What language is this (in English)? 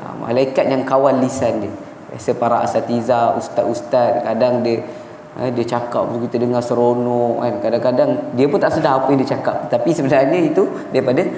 Malay